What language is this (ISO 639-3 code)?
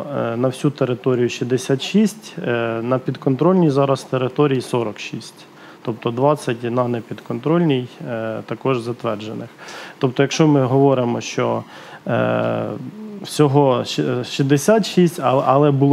ukr